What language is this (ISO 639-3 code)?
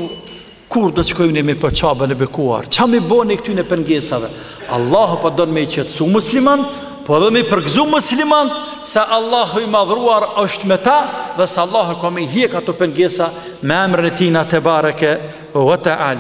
sqi